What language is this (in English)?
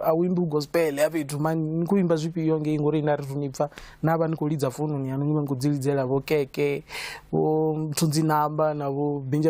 Venda